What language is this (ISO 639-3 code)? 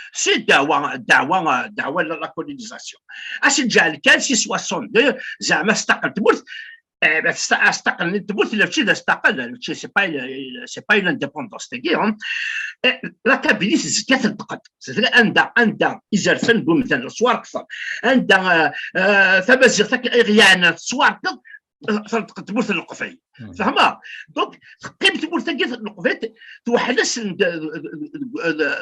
kab